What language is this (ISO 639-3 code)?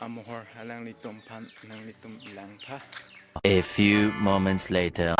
mjw